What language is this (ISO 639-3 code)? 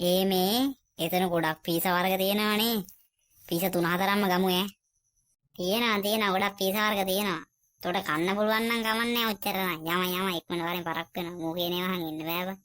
sin